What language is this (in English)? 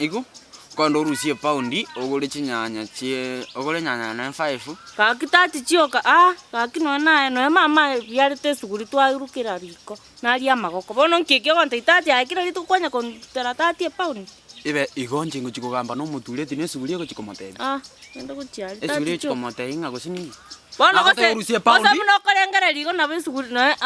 Gusii